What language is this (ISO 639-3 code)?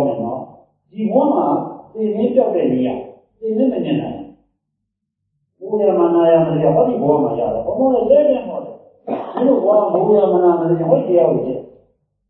mya